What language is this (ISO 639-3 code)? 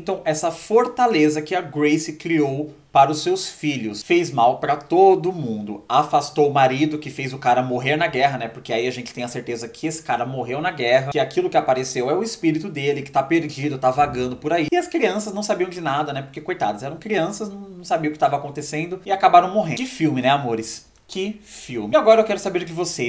por